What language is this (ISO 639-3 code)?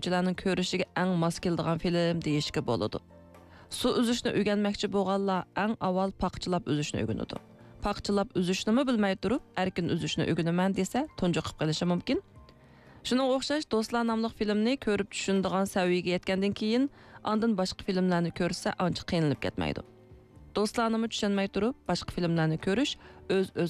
uig